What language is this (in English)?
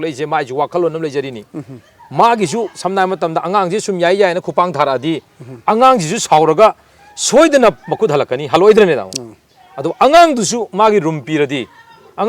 Manipuri